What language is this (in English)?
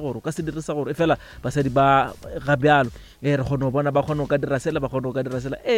Northern Sotho